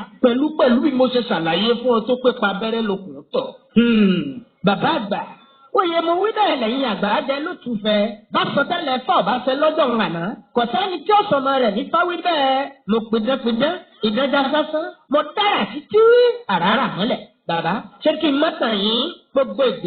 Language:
Yoruba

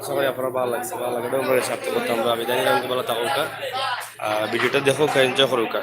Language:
Sylheti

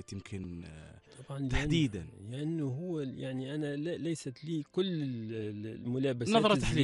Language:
Gulf Arabic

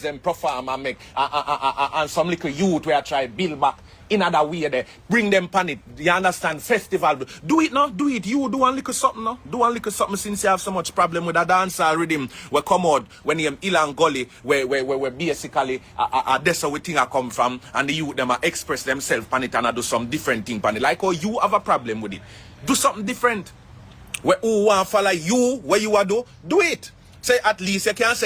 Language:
Jamaican Creole English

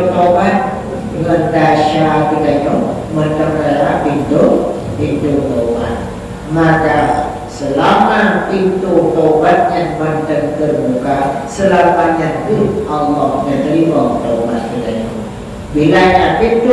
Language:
Achinese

